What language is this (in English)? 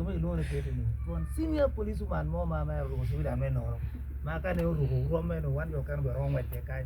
Acoli